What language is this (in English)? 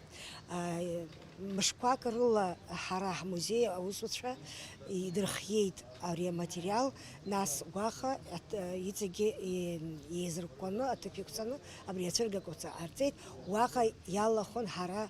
Abkhazian